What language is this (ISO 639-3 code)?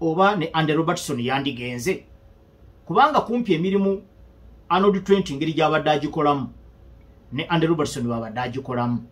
lug